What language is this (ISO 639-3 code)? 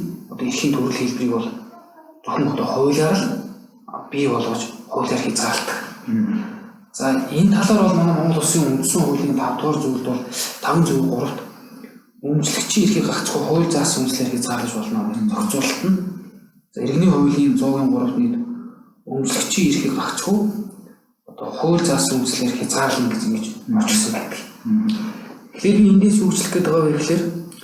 mon